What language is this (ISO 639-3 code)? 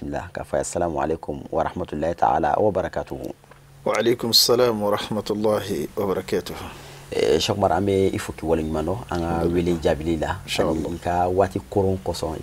bam